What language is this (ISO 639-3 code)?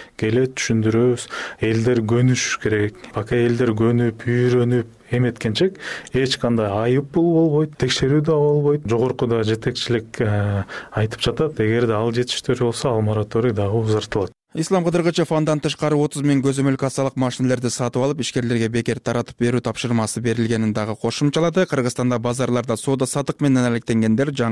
kir